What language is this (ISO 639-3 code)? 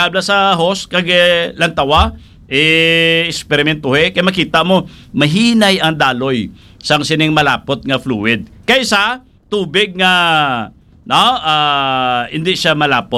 hil